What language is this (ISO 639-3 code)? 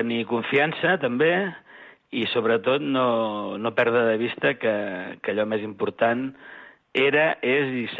cat